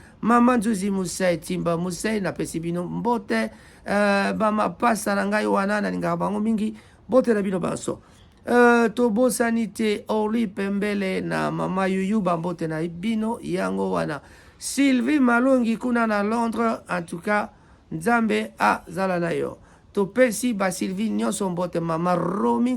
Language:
Lingala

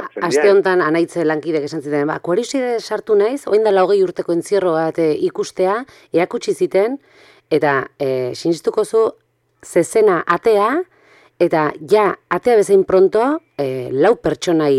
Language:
Basque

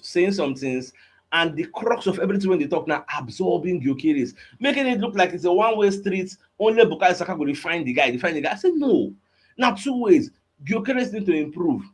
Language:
Nigerian Pidgin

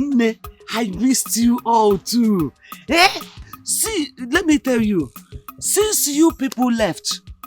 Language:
Nigerian Pidgin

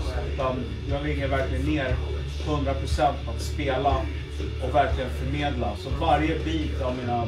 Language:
Swedish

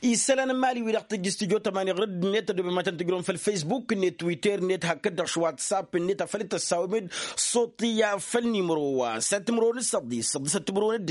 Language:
Tamasheq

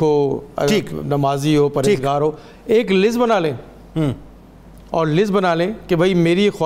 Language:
Urdu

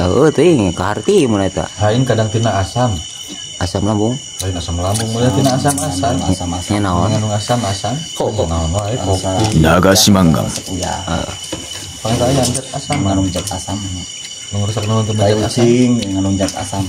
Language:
Sundanese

